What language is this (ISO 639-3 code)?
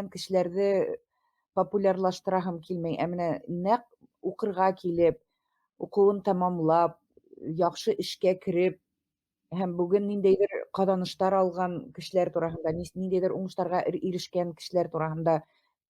bak